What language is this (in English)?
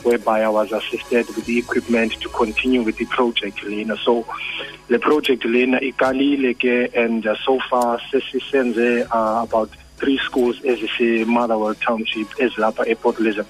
Xhosa